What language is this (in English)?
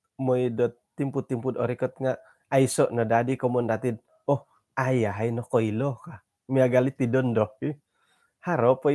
Central Dusun